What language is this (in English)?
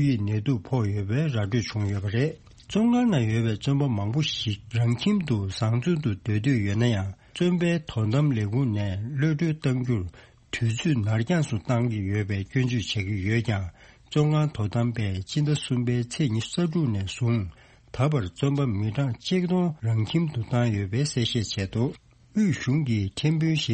Tibetan